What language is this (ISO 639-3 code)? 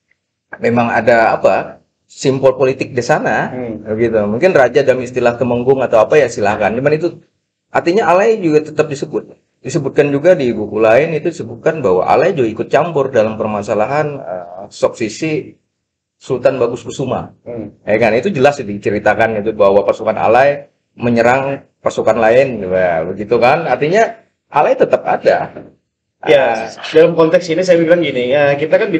ind